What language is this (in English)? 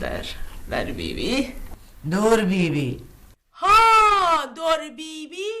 Baluchi